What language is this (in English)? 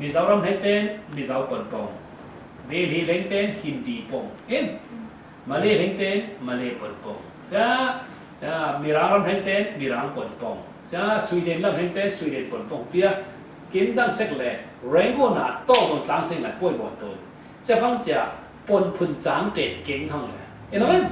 Falam Chin